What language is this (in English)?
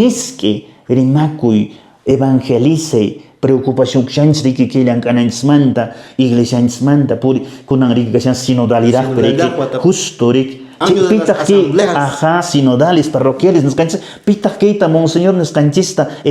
Quechua